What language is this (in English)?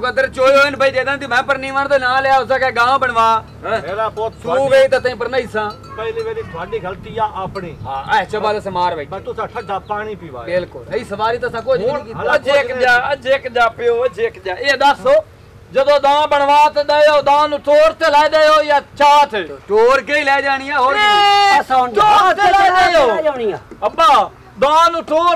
Punjabi